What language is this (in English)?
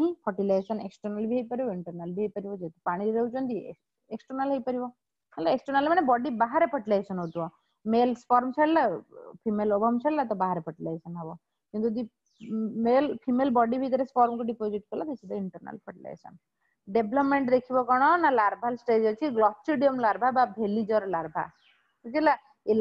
Odia